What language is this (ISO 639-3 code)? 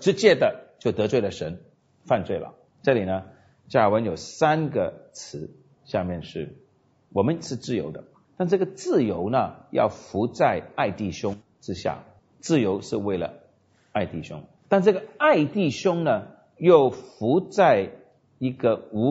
zho